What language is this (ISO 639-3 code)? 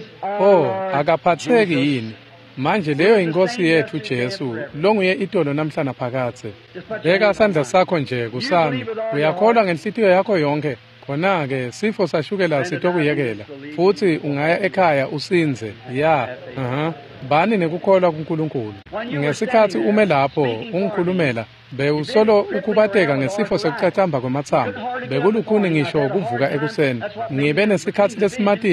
ssw